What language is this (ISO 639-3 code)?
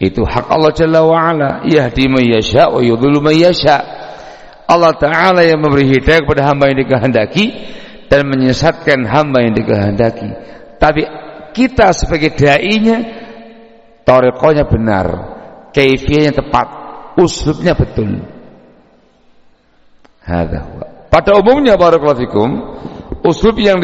ind